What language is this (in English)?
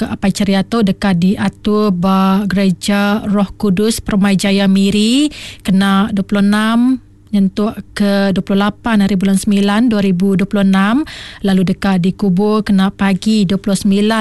Iban